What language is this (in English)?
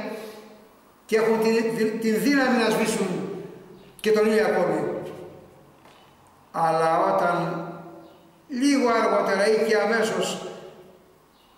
Greek